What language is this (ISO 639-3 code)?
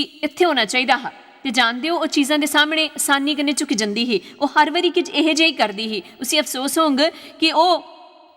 doi